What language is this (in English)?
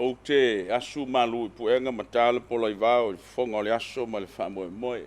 Samoan